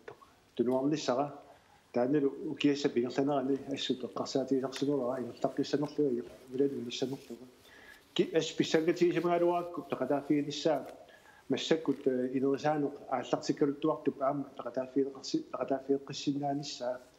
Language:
Kalaallisut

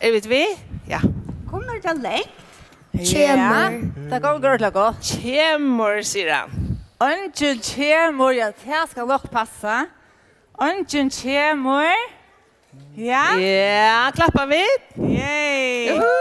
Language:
Faroese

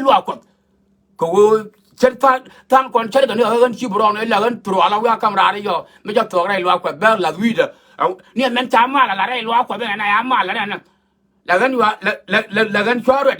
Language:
Nuer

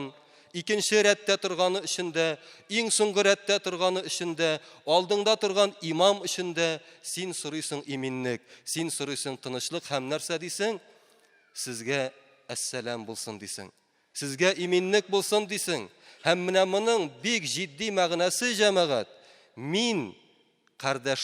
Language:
Tatar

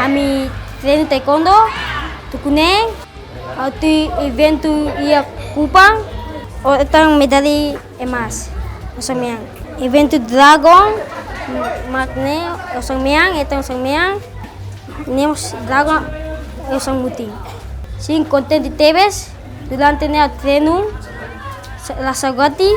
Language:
Tetum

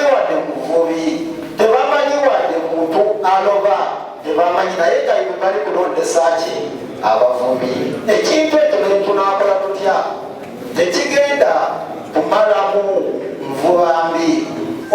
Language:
Ganda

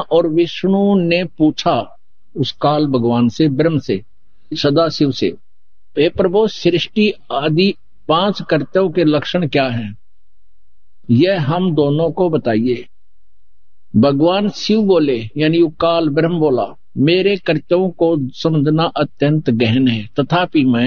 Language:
Hindi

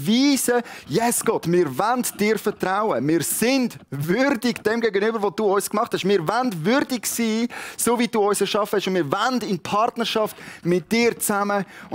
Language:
Swiss German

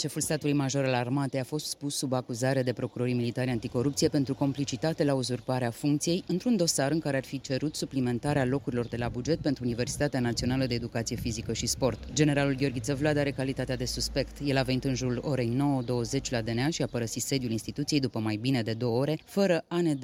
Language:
Romanian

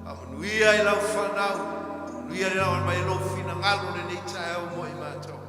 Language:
Samoan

